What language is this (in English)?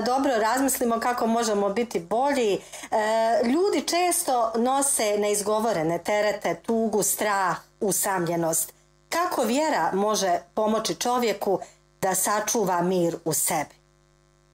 Bosnian